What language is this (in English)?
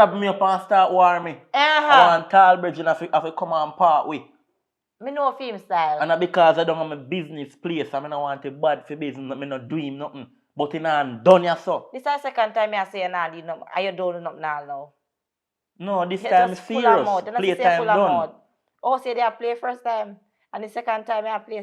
Jamaican Creole English